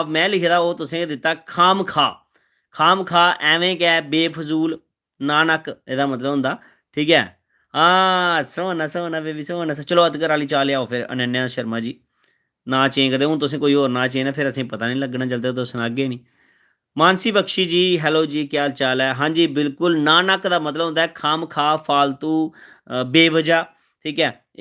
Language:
Dogri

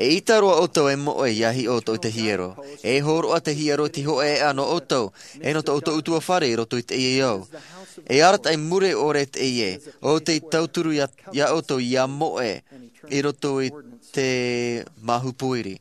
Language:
Tahitian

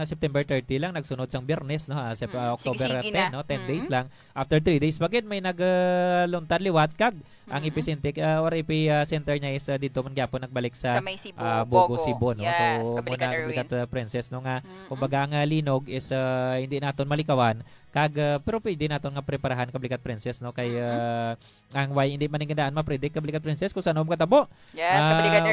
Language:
Hiligaynon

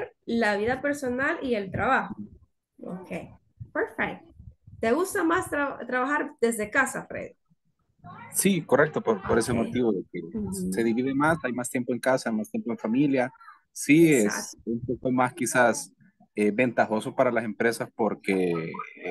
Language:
Spanish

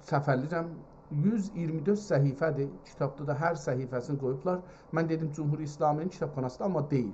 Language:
South Azerbaijani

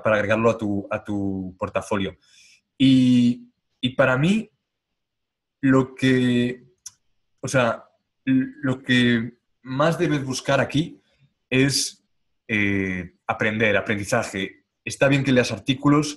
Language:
Spanish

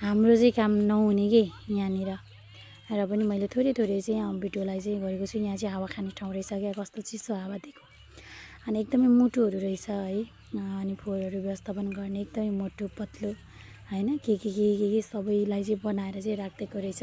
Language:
Nepali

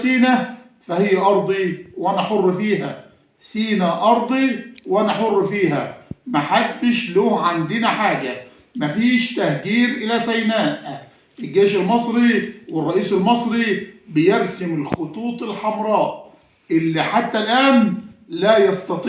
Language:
Egyptian Arabic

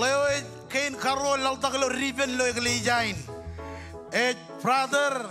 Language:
Marshallese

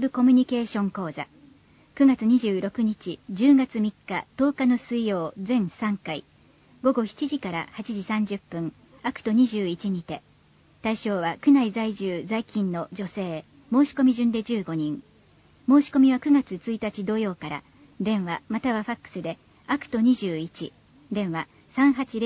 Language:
Japanese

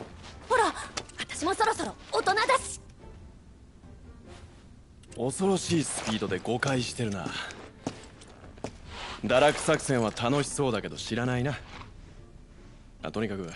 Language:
Japanese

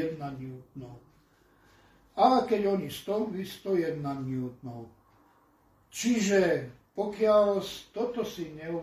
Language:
Slovak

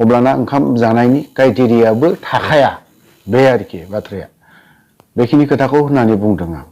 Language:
Bodo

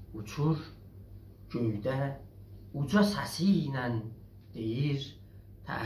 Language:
South Azerbaijani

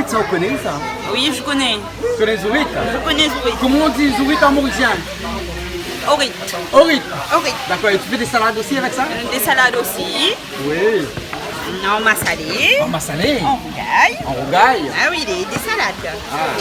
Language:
Réunion Creole French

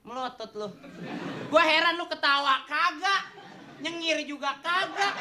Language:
Betawi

